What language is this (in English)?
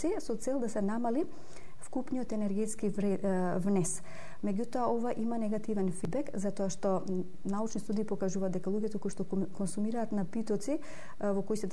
Macedonian